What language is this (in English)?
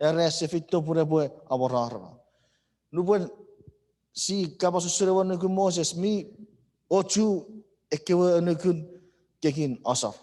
Chuukese